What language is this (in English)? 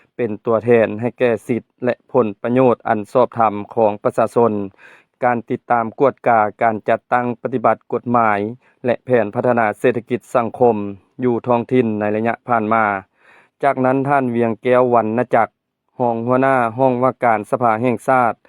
Lao